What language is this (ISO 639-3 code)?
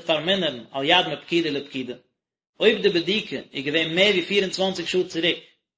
yid